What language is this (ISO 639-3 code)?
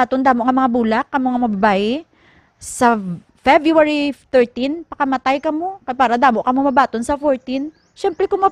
hil